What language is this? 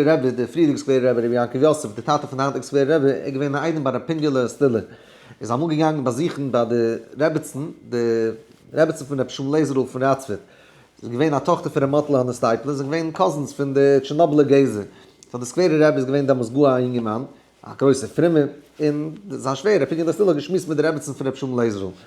Yiddish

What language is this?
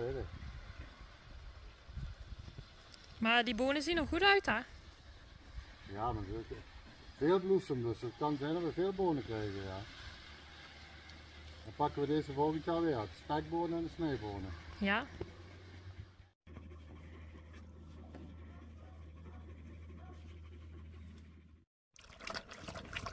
Dutch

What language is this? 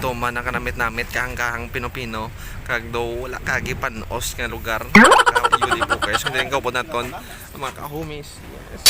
Hiligaynon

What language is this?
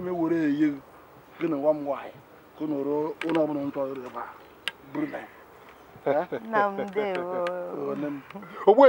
Igbo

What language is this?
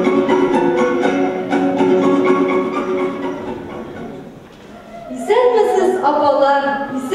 Tatar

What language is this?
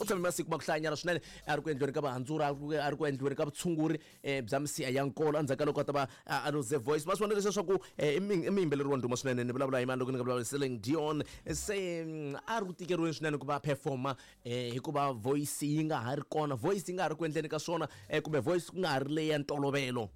Tsonga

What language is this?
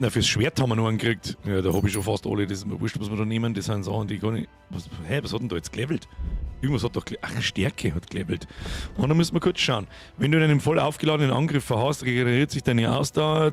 Bavarian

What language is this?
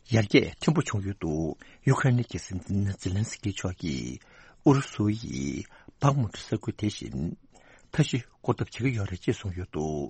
Tibetan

